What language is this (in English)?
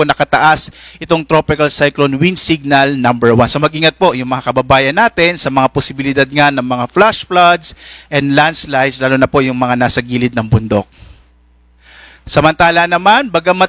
Filipino